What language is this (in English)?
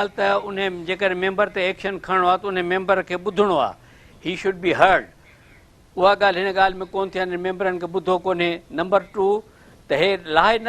Sindhi